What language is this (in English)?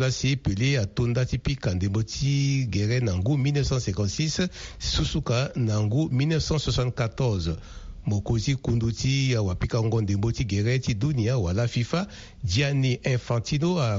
Sango